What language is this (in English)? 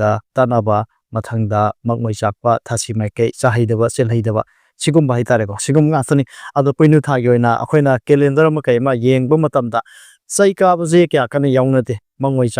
Manipuri